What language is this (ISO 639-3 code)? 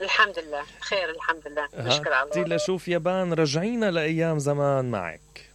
acm